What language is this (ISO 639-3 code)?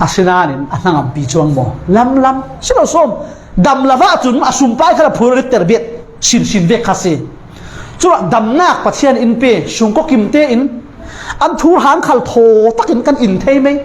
cfm